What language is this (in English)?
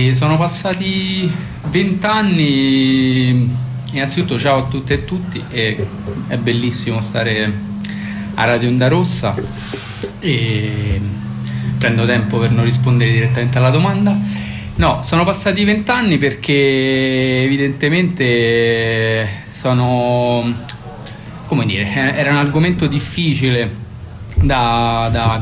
Italian